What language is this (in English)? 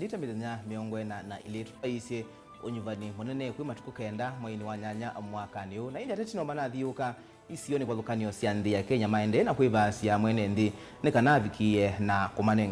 Kamba